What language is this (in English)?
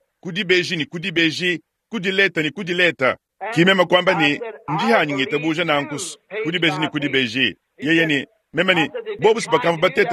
Luba-Lulua